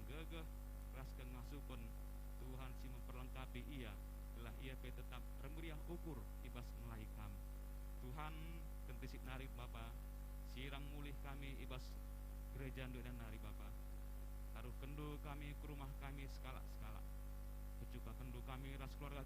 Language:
Batak Karo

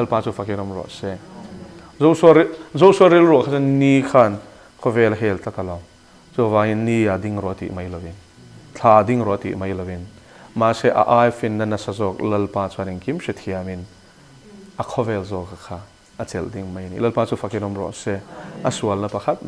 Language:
Mizo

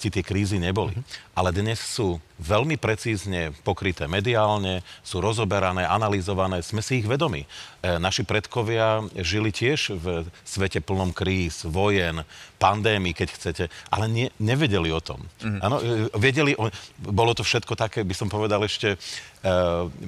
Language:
Slovak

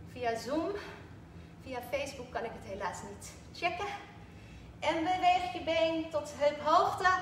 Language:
Dutch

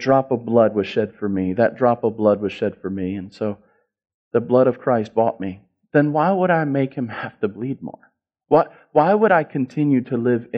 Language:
English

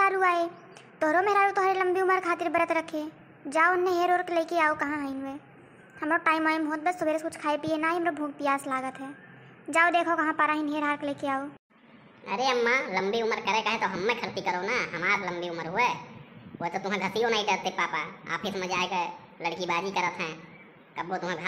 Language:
Awadhi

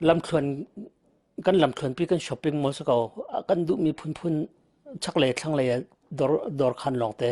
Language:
Hakha Chin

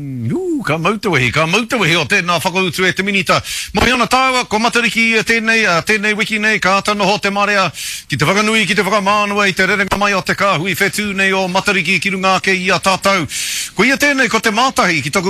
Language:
Māori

